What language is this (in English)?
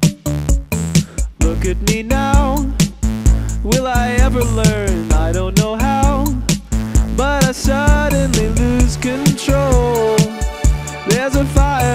English